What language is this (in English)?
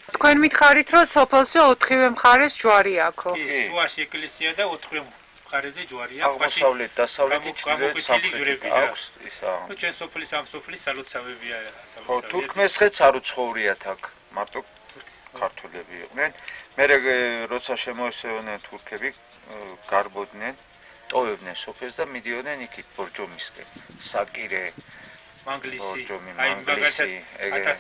Georgian